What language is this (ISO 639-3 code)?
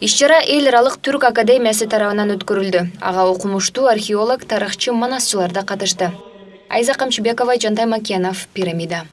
kir